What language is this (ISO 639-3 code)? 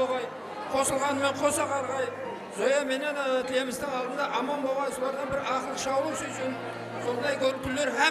kaa